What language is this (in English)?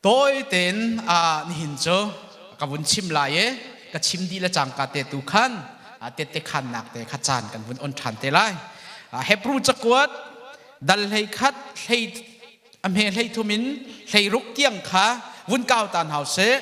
Hakha Chin